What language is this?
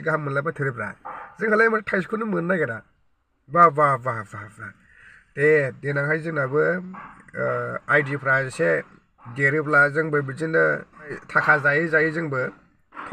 Bodo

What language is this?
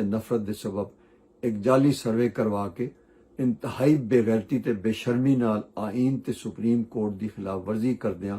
Western Panjabi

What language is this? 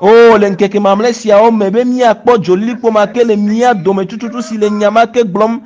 Ewe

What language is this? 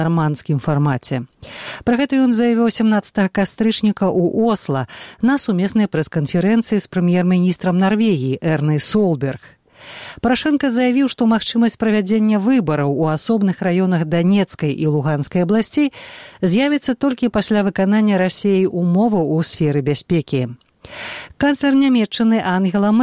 Belarusian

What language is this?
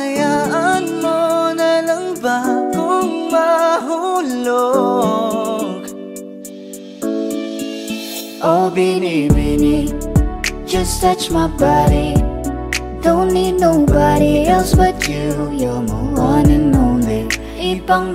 Filipino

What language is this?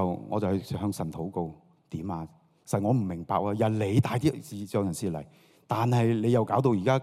Cantonese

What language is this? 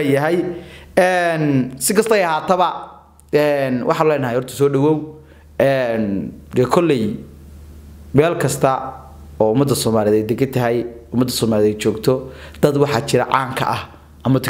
Somali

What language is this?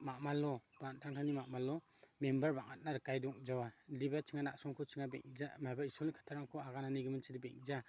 Garo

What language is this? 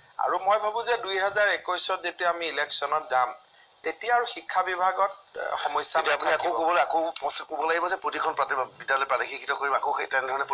Assamese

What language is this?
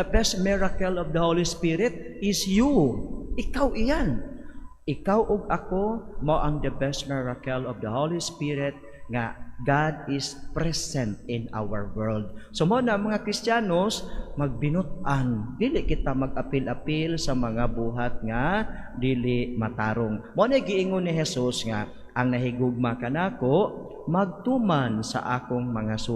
Cebuano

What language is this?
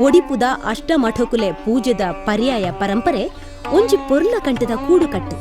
Tulu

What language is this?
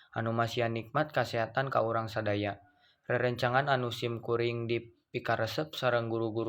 Sundanese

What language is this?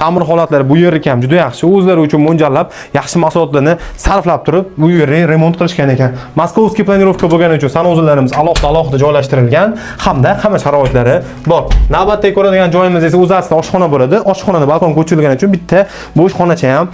Uzbek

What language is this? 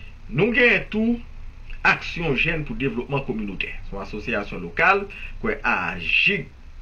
Haitian Creole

